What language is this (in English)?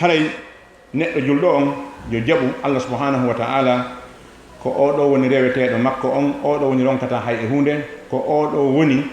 Fula